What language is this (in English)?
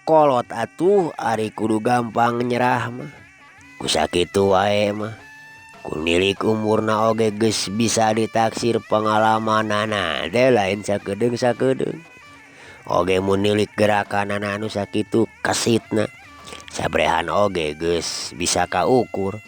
Sundanese